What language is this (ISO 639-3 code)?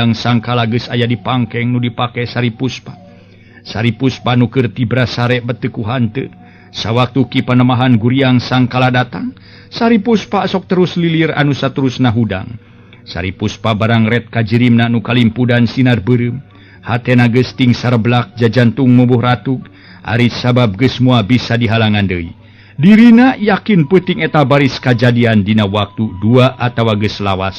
sun